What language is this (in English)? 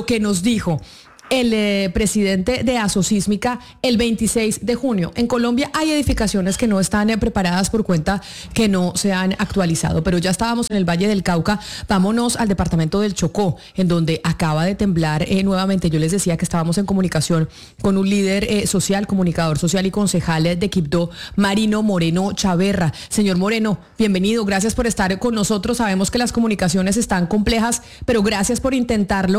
Spanish